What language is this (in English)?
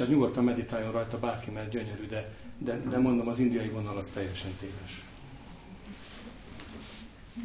Hungarian